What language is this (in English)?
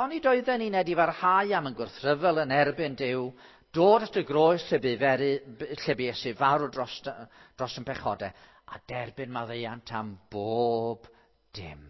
Welsh